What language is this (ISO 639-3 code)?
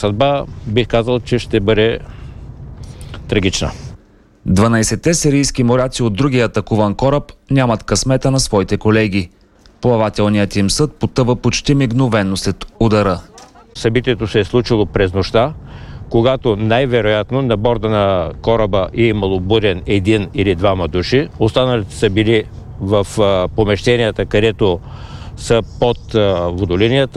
bul